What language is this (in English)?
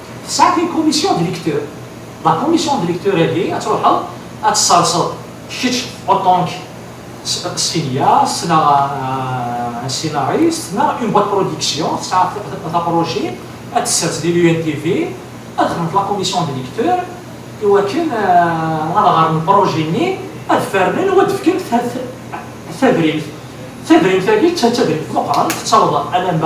Kabyle